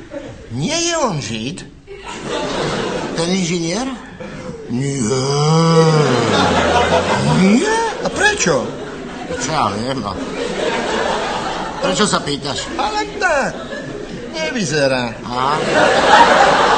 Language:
Slovak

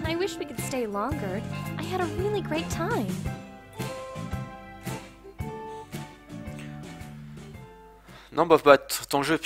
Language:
French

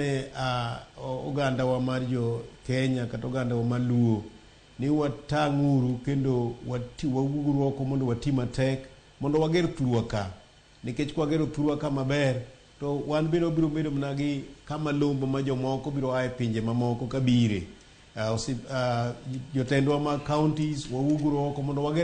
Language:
Luo (Kenya and Tanzania)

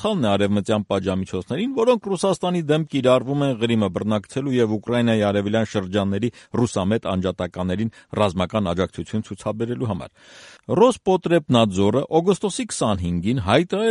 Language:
Armenian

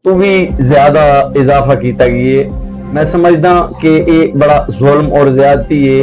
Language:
Saraiki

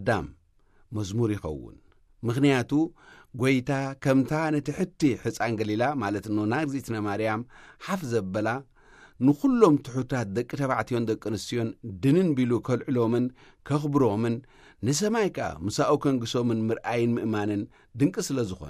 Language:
Tigrinya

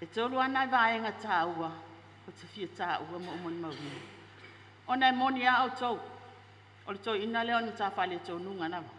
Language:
Samoan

